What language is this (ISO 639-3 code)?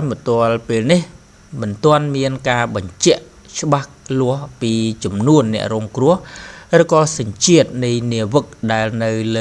khm